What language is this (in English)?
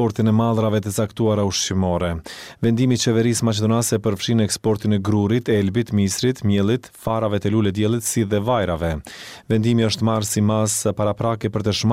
Albanian